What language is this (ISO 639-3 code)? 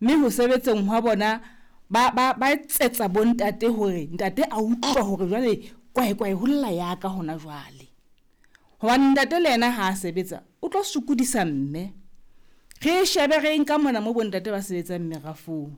sot